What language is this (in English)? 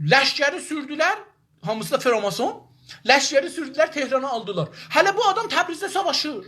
South Azerbaijani